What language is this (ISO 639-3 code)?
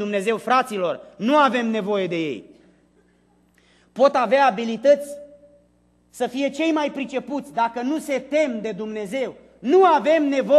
ron